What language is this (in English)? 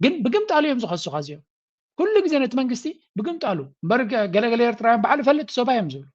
Tigrinya